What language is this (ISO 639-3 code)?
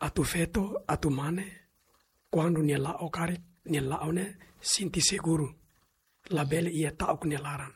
tet